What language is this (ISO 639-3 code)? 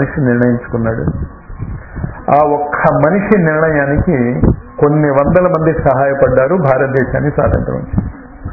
tel